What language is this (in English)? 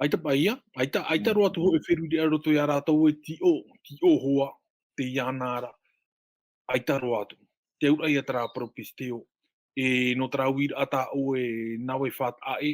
Tahitian